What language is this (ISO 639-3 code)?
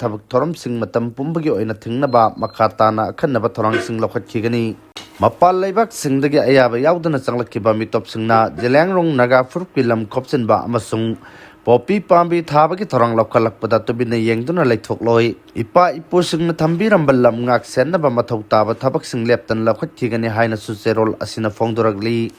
mni